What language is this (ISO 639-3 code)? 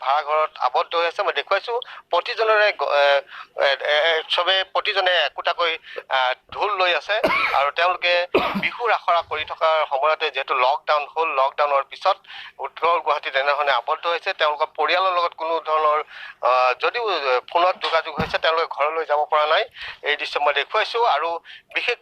asm